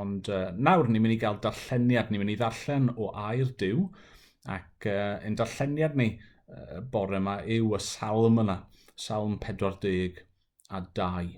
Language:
Welsh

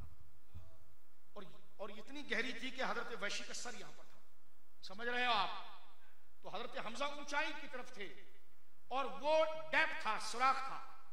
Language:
Hindi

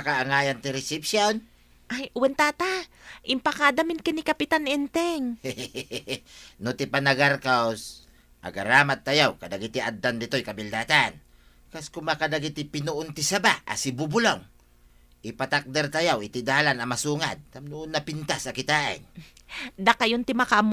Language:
Iloko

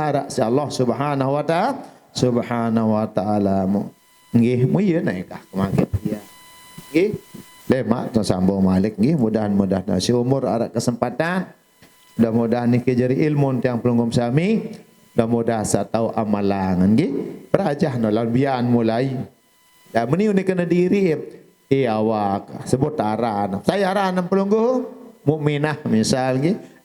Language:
Sasak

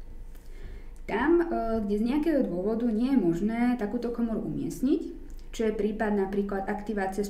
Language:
Slovak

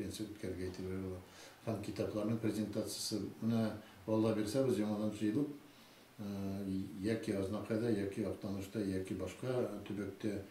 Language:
Tatar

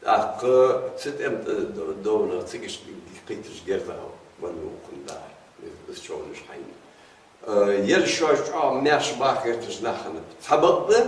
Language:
Ingush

